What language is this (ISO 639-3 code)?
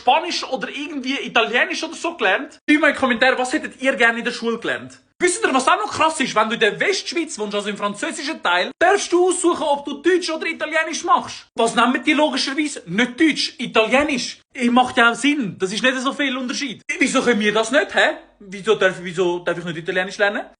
gsw